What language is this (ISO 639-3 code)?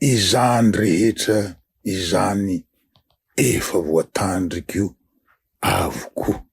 mlg